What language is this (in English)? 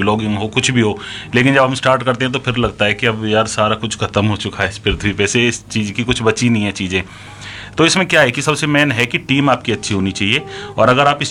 Hindi